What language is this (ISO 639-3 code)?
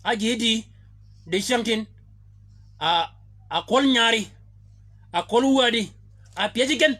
shk